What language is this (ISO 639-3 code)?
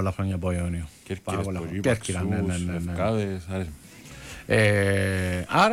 ell